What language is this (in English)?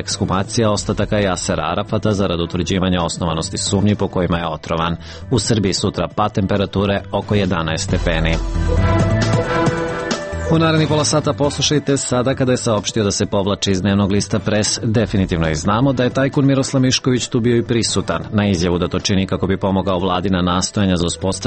Serbian